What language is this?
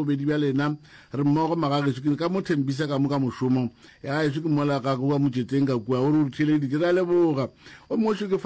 Northern Sotho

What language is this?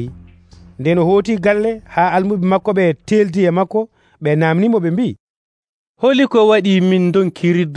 Nigerian Fulfulde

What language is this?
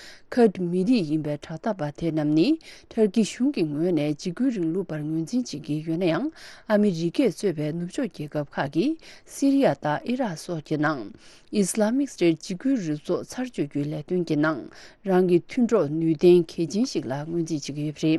Tibetan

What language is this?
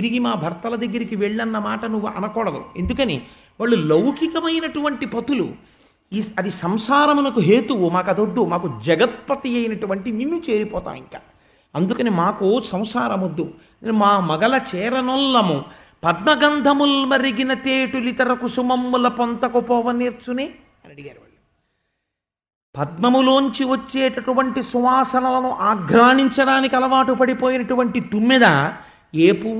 Telugu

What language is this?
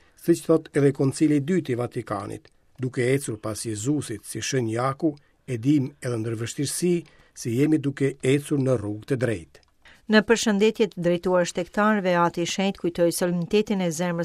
Albanian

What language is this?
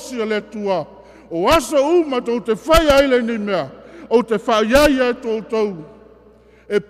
Samoan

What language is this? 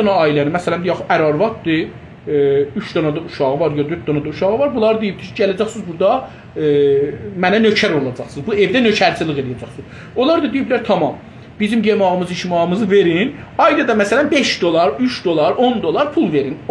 South Azerbaijani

